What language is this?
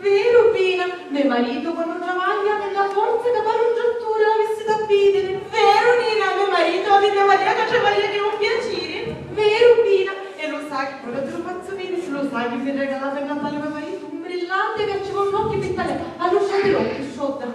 Sicilian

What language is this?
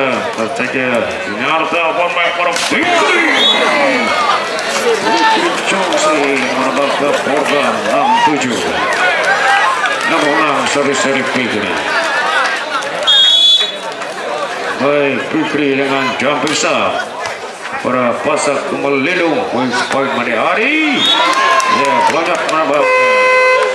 Indonesian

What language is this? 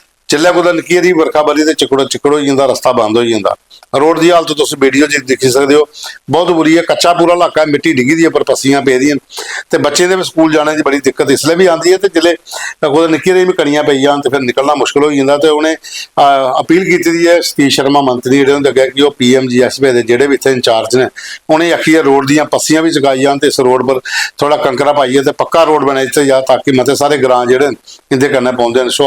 Dogri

